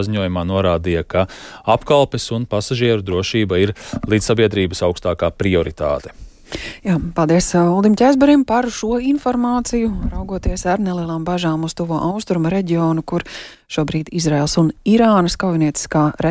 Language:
Latvian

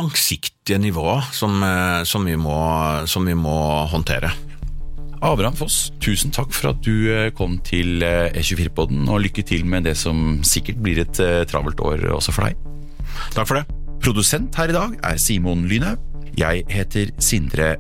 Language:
Norwegian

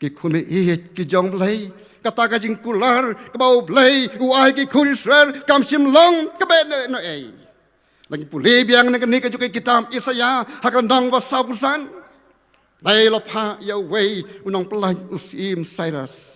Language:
Khasi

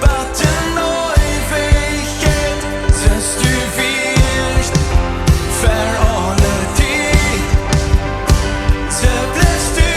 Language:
Plautdietsch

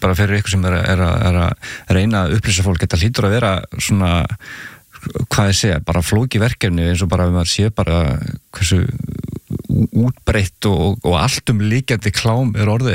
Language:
Icelandic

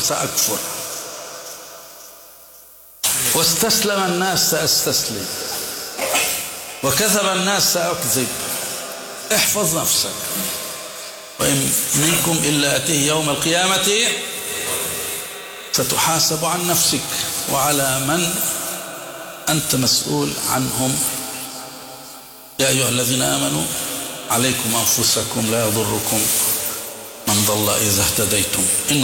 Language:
Arabic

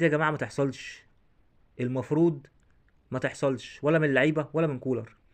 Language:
Egyptian Arabic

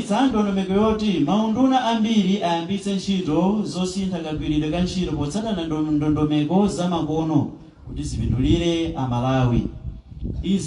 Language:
Nyanja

